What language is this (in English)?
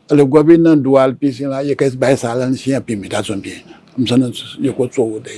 Newari